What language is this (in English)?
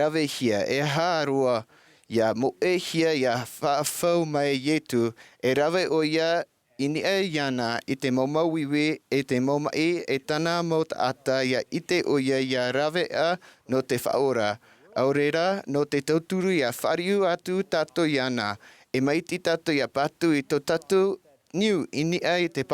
Tahitian